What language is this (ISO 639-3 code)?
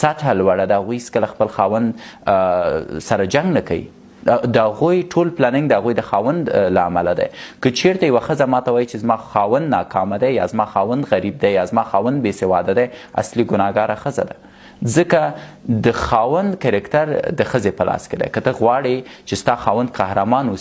pus